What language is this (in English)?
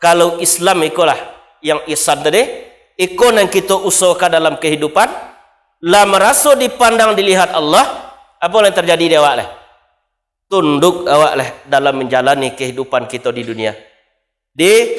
Minangkabau